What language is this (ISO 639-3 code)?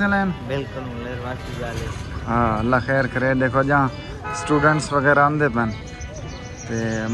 skr